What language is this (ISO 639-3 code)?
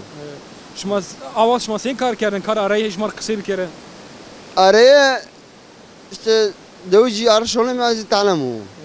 zza